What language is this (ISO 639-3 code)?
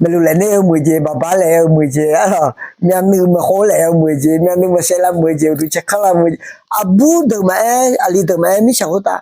ahk